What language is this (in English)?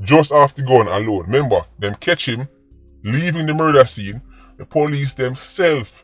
Jamaican Creole English